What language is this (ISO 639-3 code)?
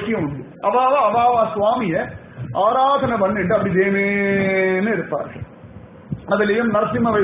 tam